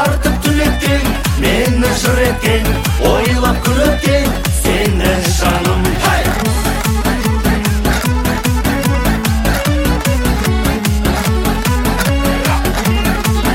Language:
Kazakh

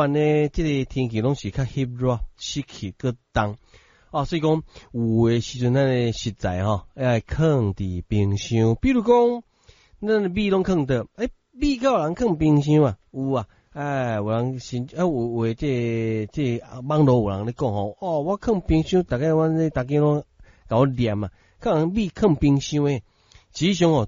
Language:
Min Nan Chinese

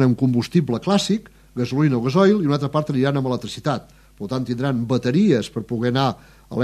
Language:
Catalan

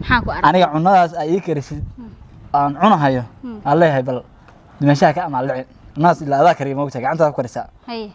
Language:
Somali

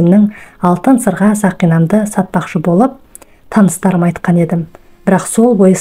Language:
Kazakh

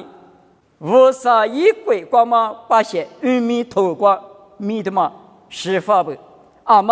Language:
Lisu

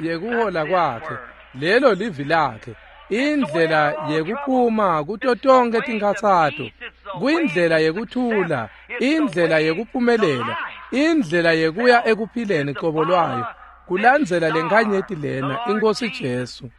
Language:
Swati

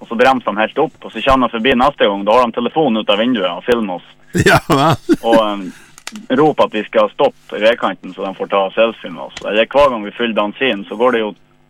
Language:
Norwegian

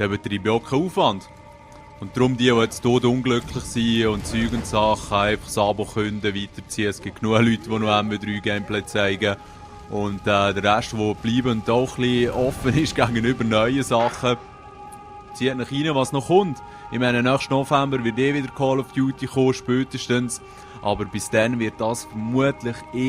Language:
Swiss German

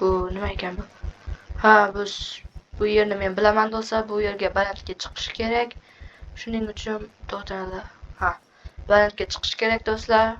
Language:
Uzbek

